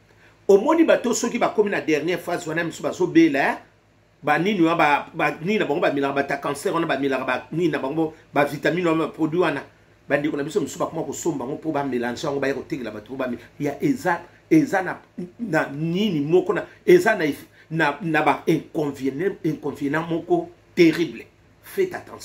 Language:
Lingala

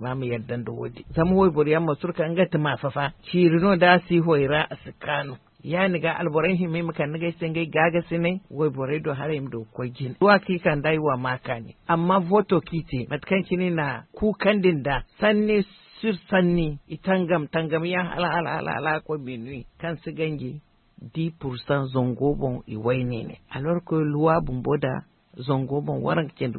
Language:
Zarma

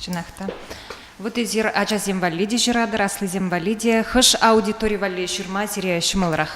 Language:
Chuvash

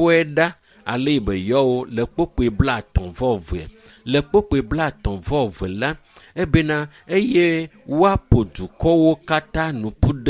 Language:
Ewe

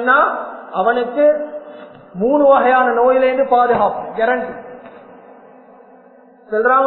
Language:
Tamil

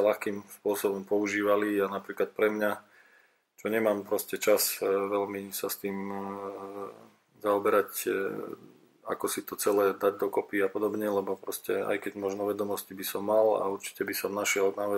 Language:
Slovak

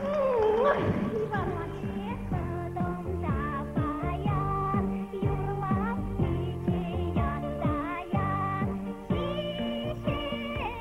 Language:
Chuvash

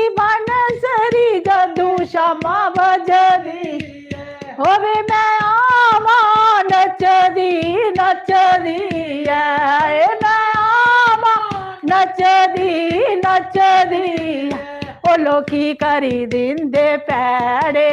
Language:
Dogri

